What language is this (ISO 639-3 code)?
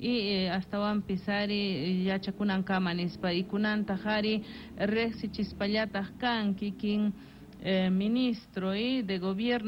que